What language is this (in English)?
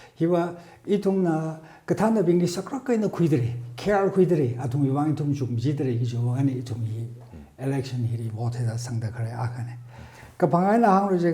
Tangkhul Naga (India)